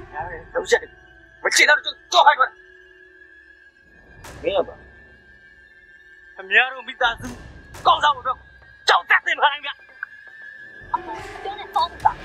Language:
Burmese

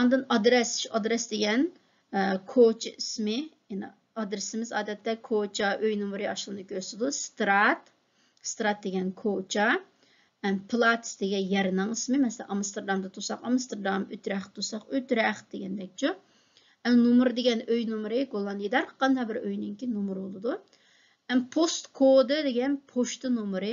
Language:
Uyghur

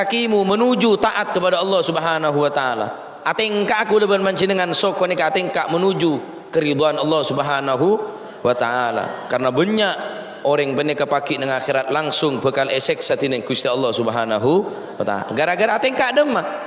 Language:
Madurese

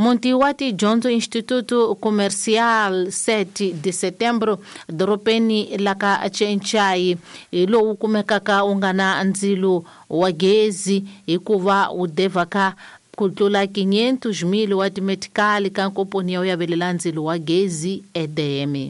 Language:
Tsonga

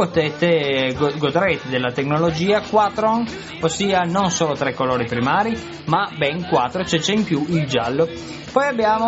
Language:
Italian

